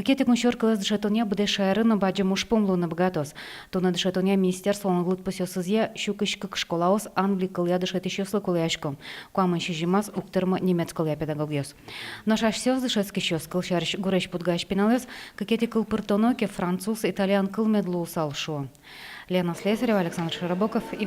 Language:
Udmurt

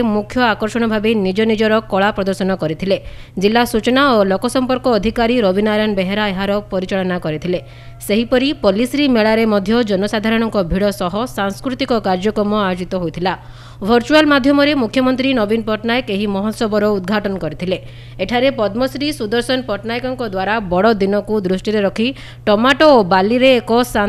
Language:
Odia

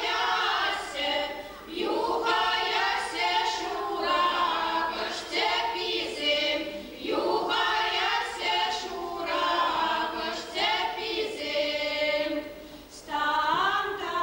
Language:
Chuvash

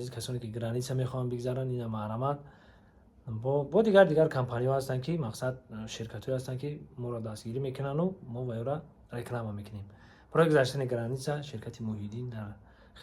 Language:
Tajik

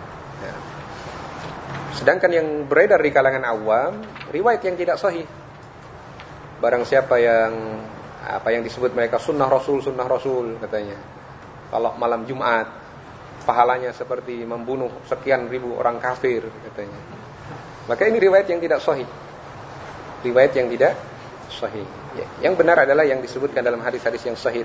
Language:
Indonesian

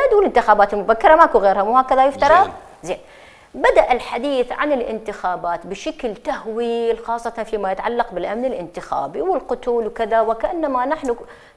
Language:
Mesopotamian Arabic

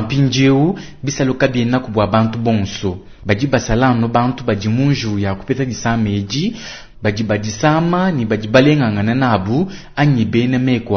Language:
Luba-Lulua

